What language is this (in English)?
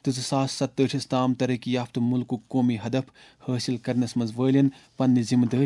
Kashmiri